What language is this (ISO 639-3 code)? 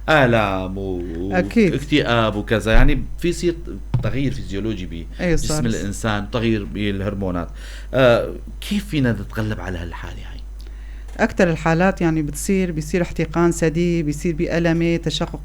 apc